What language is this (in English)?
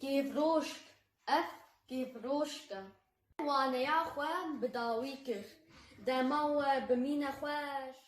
Kurdish